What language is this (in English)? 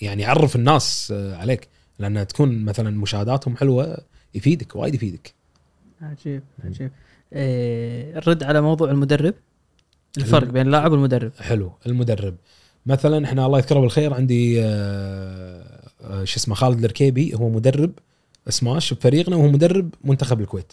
Gulf Arabic